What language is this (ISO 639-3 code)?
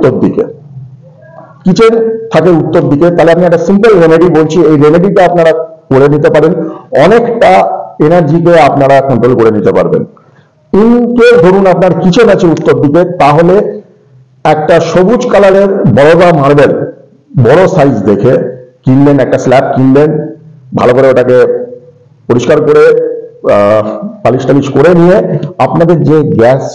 ben